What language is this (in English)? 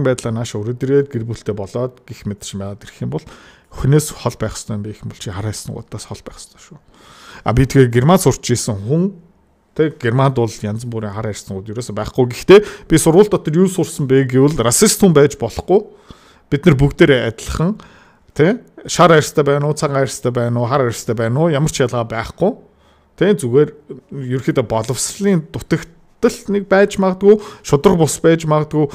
Mongolian